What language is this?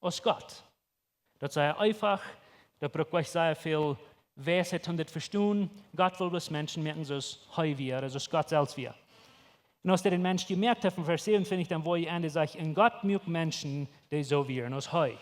Plautdietsch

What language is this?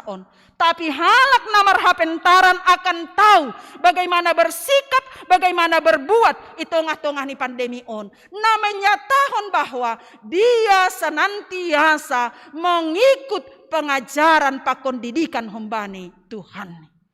Batak Simalungun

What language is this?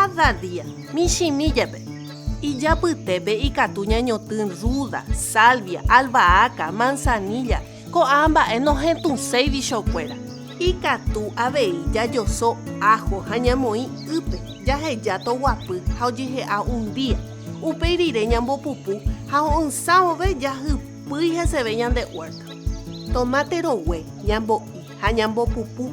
Guarani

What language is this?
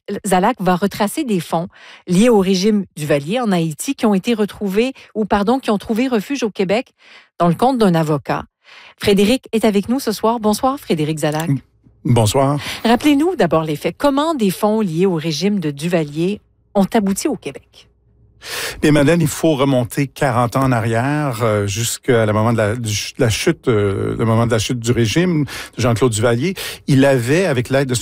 French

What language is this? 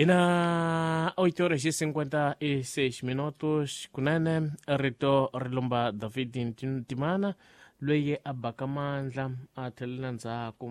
Tsonga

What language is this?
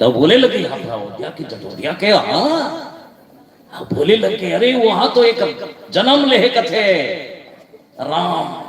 Chhattisgarhi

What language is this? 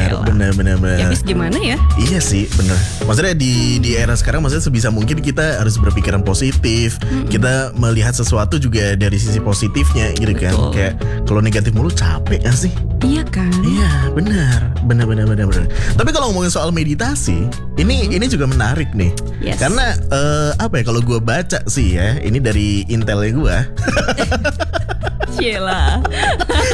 Indonesian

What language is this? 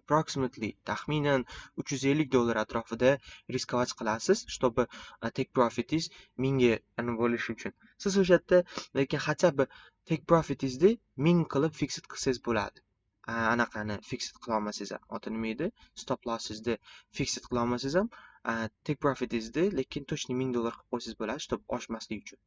Uzbek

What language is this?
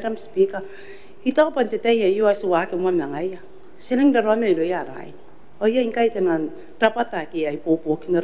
Gilbertese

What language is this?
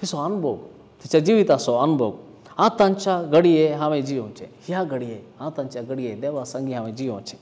Konkani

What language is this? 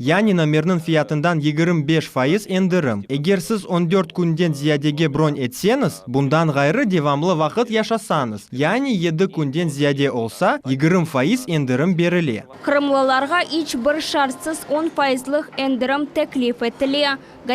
Crimean Tatar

